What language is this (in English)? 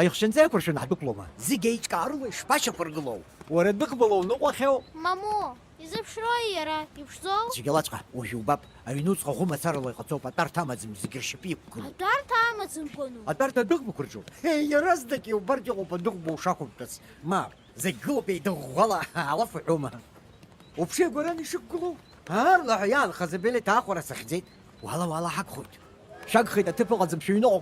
Abkhazian